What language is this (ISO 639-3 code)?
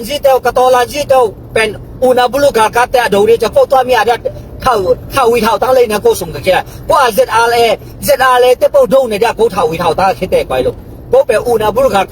ctd